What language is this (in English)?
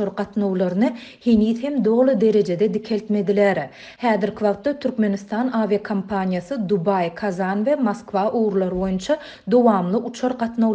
Turkmen